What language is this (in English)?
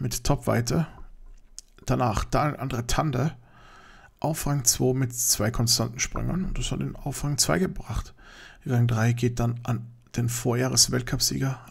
German